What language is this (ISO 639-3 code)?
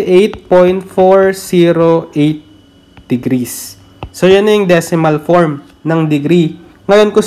fil